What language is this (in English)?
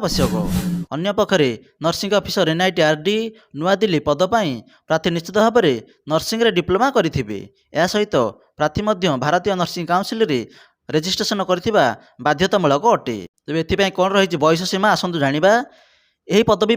Odia